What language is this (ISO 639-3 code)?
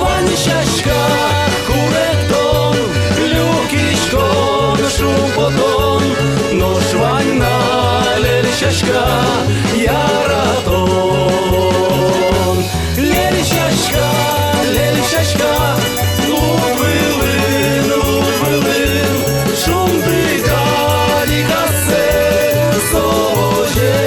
udm